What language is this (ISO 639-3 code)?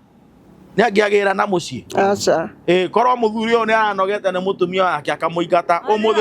kik